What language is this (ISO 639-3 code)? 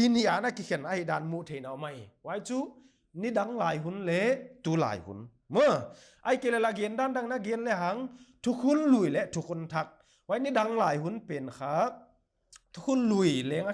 pck